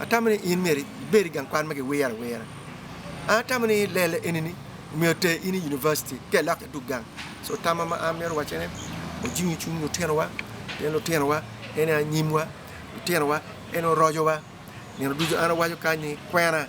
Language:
Acoli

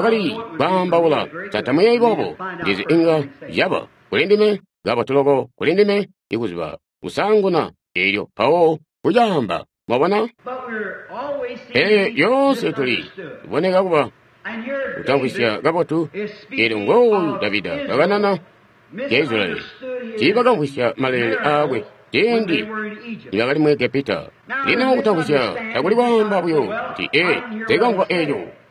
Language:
Tonga (Zambia)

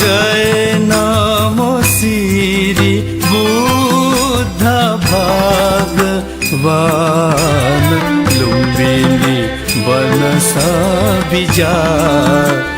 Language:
Newari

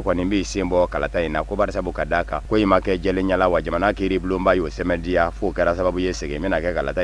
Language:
Bambara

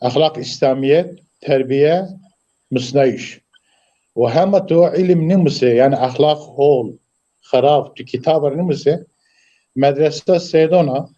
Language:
Zaza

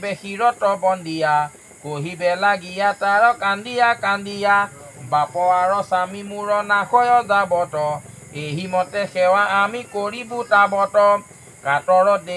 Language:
Assamese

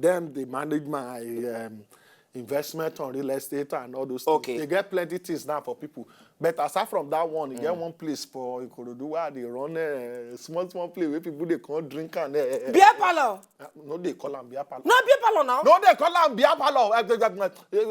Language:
Nigerian Pidgin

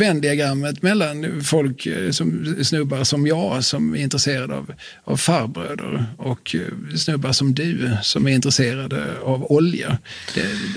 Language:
Swedish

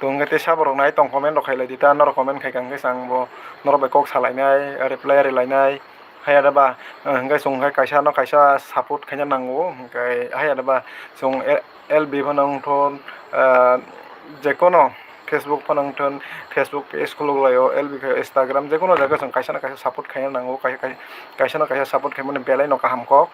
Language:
Kok Borok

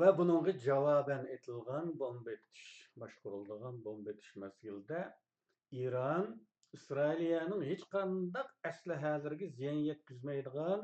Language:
Uyghur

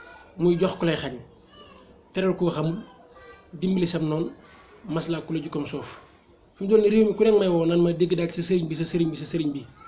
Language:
Wolof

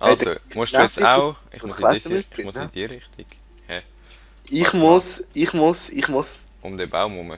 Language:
Swiss German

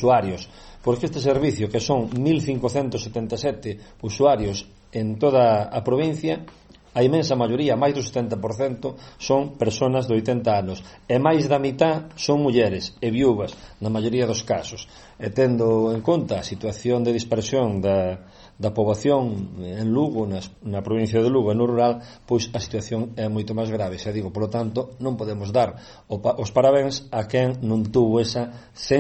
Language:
Galician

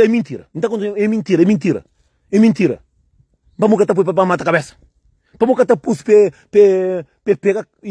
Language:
Kabuverdianu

